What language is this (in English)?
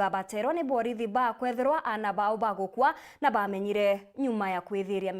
Meru